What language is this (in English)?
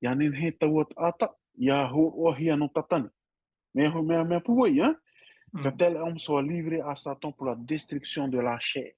Tahitian